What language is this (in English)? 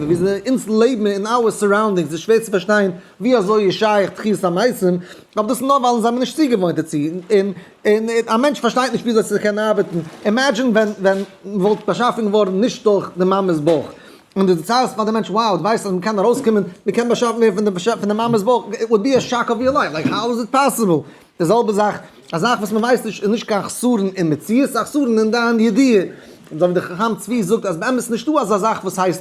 Yiddish